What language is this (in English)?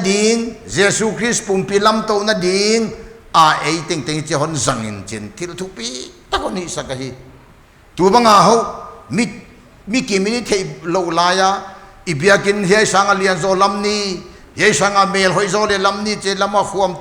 Paite Chin